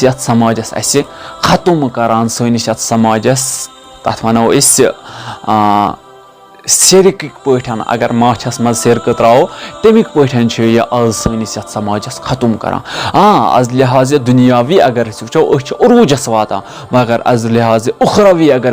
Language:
Kashmiri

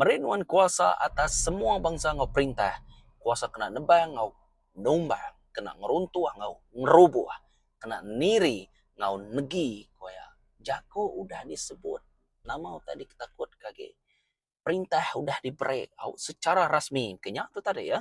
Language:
Iban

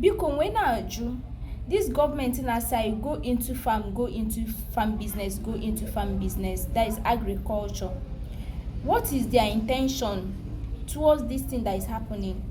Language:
Igbo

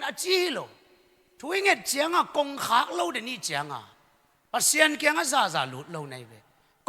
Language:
Tedim Chin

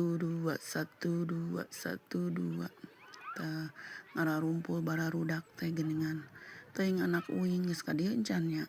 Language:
Sundanese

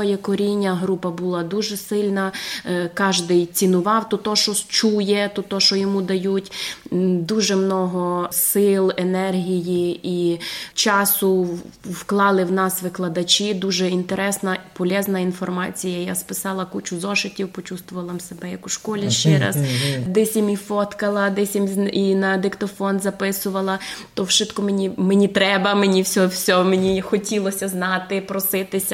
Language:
Rusyn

